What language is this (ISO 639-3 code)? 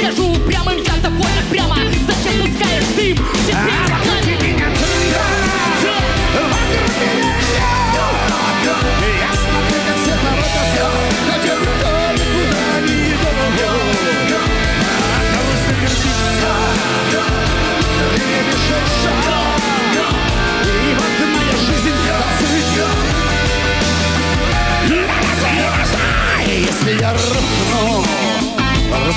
rus